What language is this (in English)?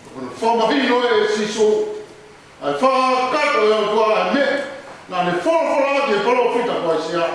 Tongan